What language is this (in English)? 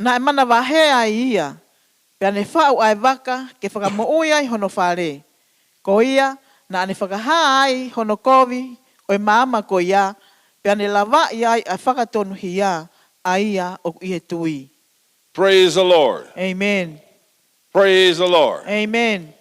Tongan